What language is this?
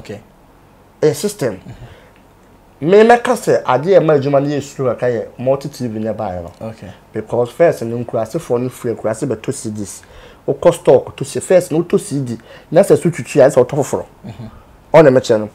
Akan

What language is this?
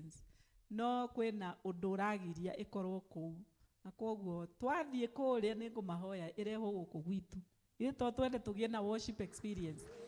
Kikuyu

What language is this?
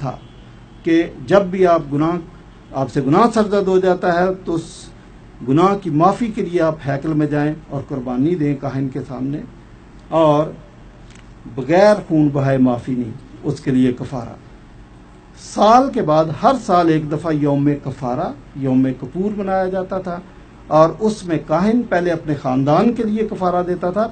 Urdu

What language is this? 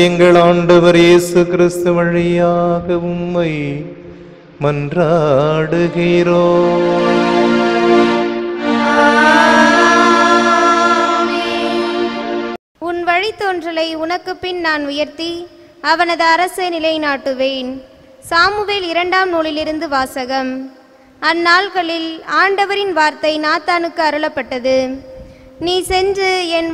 Tamil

